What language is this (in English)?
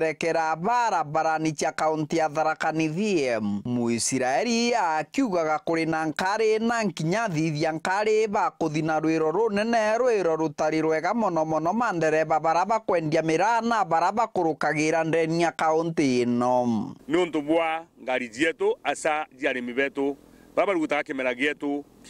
Meru